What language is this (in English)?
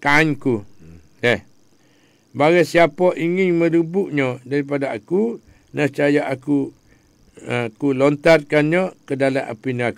Malay